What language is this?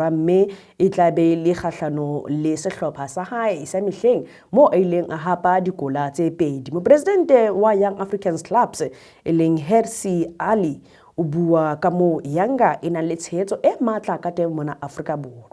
Southern Sotho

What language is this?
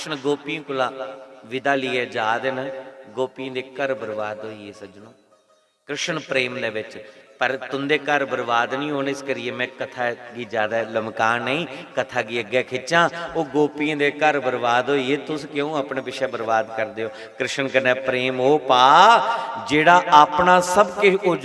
Dogri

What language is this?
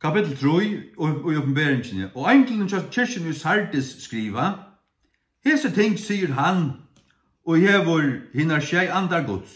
Faroese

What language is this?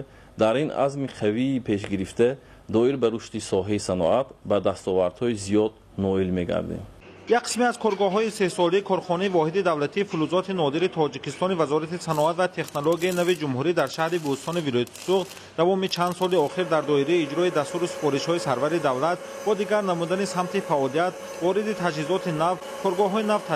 Tajik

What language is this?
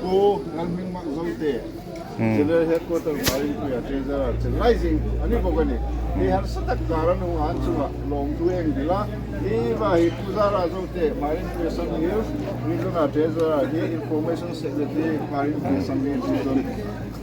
Hmar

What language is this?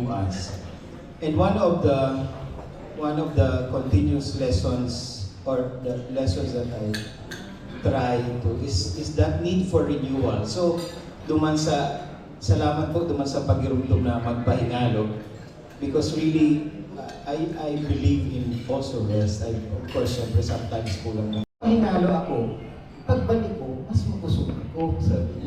Bikol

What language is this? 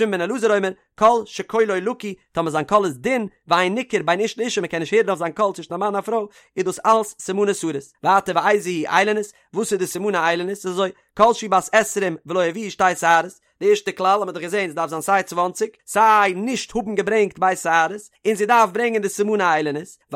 Yiddish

